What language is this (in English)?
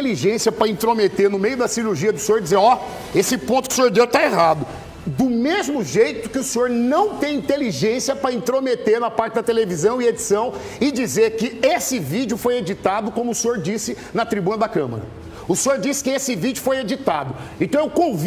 Portuguese